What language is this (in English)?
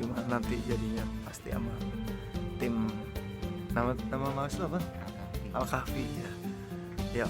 Betawi